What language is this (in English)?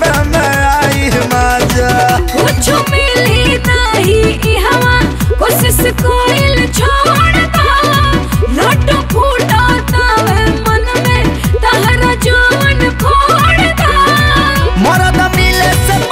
Bhojpuri